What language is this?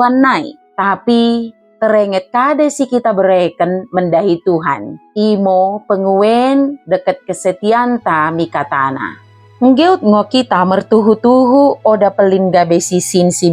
Batak Dairi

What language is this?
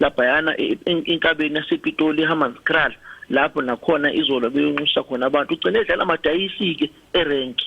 Zulu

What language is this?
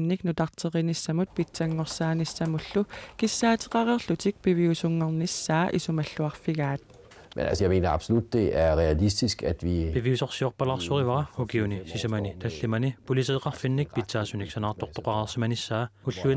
Kalaallisut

